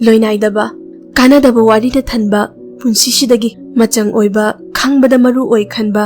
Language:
Manipuri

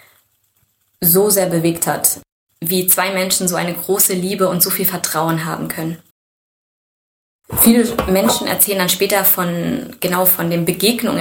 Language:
German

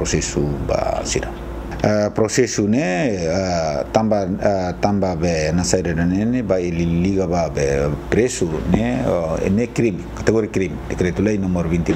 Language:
Tetum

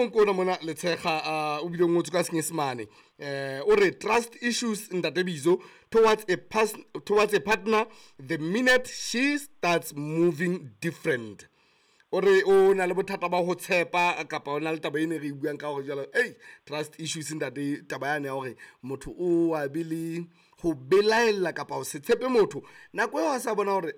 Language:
Southern Sotho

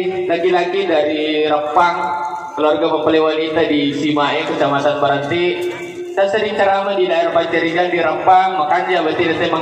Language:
Buginese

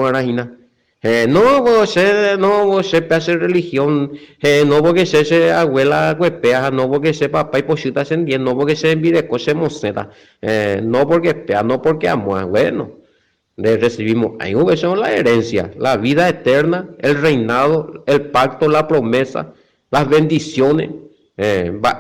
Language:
Guarani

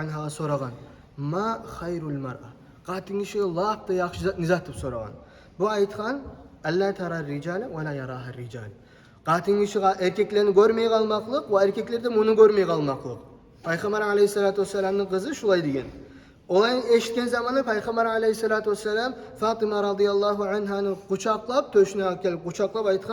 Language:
Kumyk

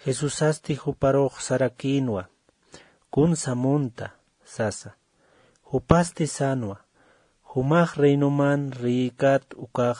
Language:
Aymara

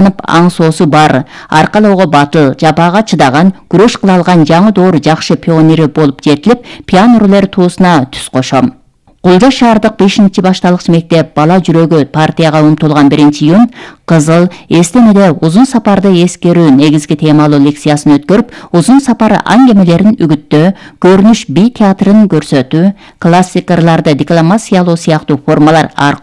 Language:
Kyrgyz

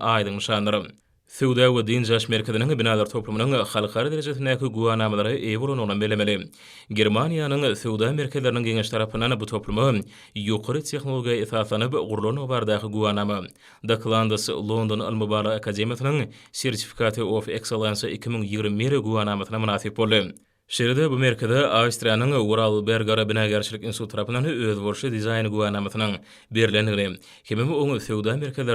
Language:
Turkmen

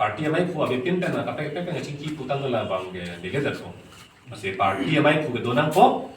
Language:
Karbi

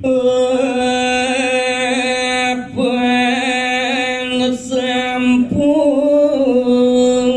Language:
Balinese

